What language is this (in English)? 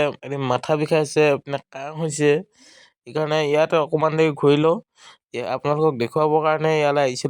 Assamese